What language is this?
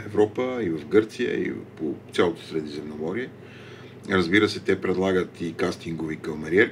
Bulgarian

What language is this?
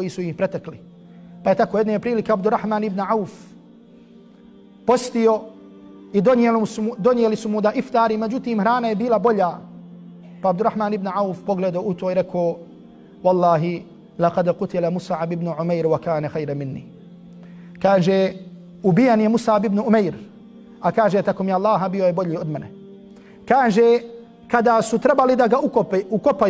Bosnian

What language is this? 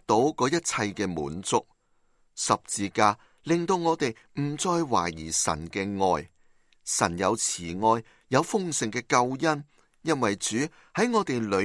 Cantonese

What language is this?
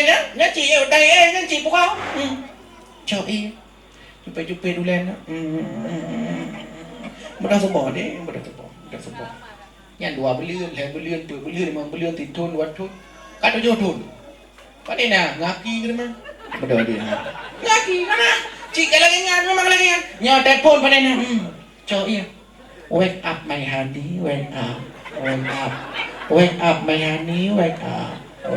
Achinese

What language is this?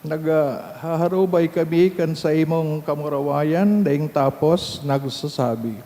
Bikol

